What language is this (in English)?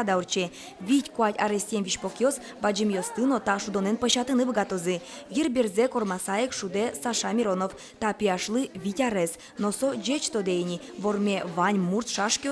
Udmurt